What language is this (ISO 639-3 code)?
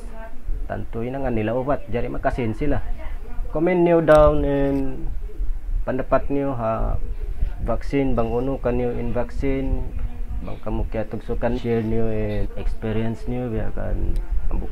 tsg